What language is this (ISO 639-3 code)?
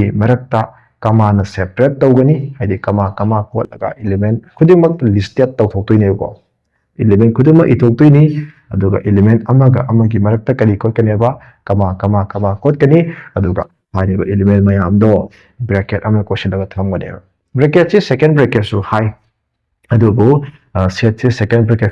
mni